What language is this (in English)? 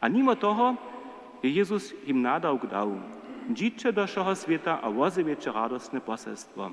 Upper Sorbian